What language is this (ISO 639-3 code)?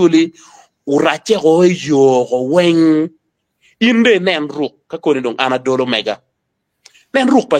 ach